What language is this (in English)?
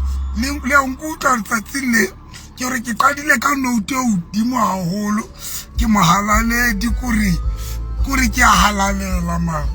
Southern Sotho